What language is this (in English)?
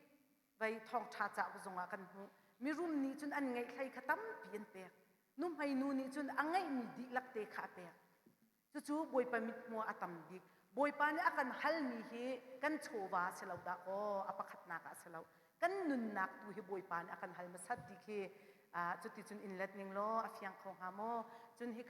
Hakha Chin